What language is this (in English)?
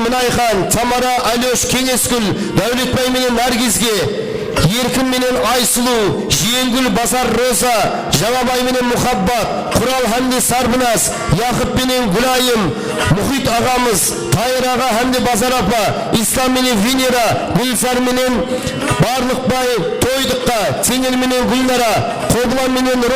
Kara-Kalpak